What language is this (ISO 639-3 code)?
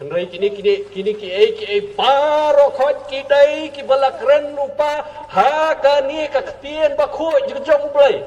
kha